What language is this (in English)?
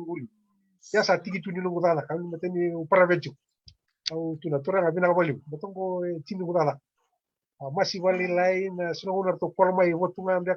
Fijian